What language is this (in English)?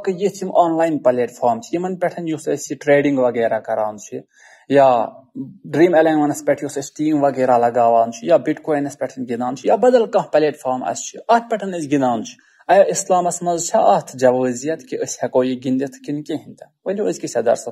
Kashmiri